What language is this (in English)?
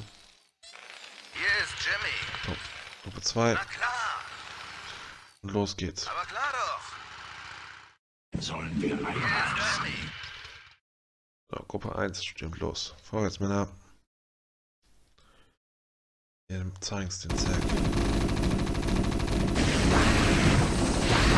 German